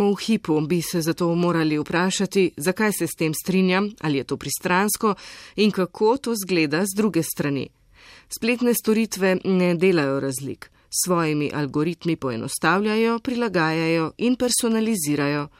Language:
Slovenian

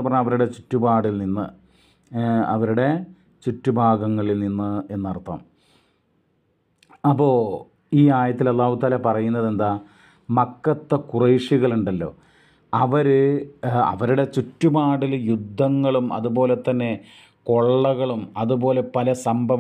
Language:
Malayalam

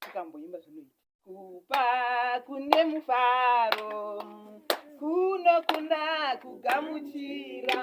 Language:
Shona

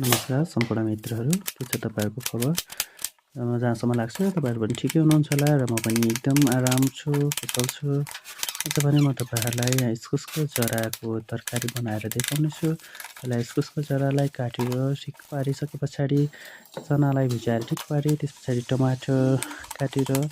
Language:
Nepali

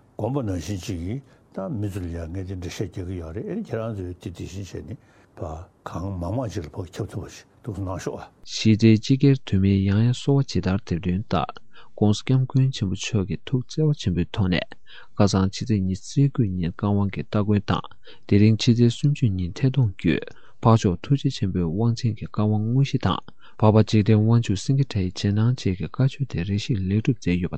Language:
Tibetan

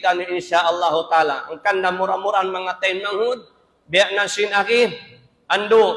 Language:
Tausug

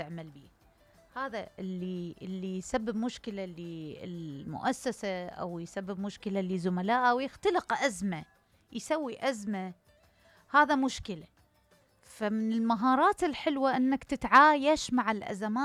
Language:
Mesopotamian Arabic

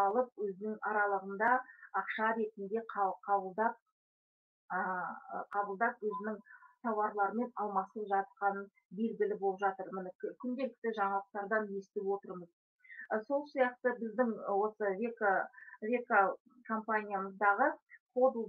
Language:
Kazakh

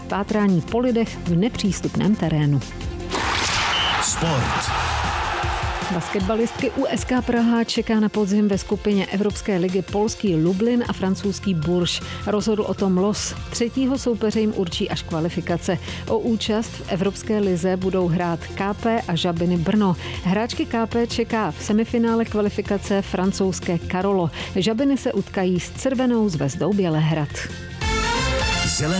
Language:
Czech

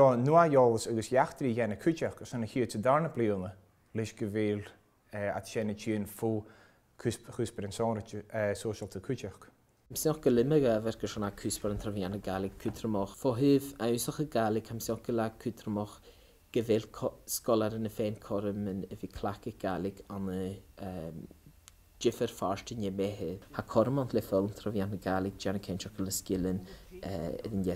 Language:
Scottish Gaelic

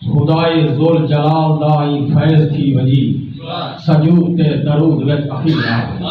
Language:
Saraiki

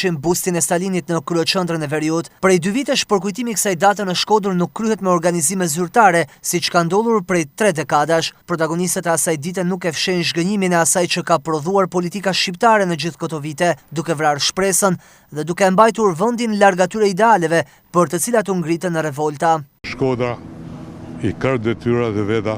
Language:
Albanian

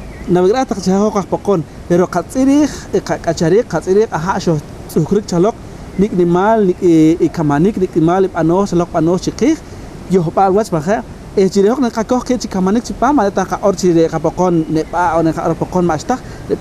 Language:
Poqomchi'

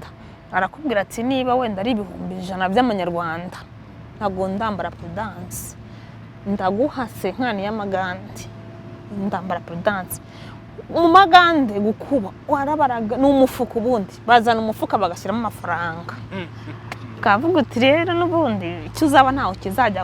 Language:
Kinyarwanda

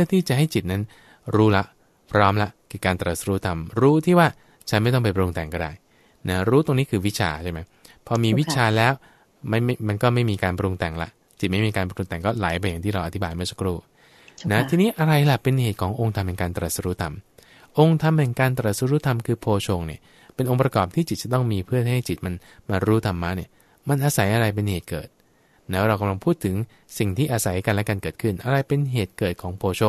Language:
Thai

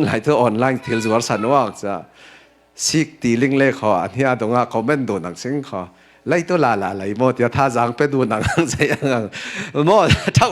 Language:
Falam Chin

